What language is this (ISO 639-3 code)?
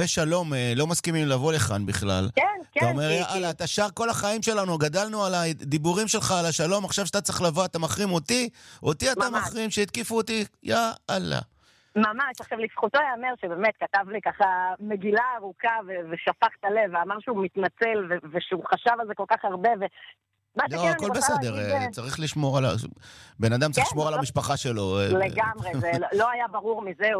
heb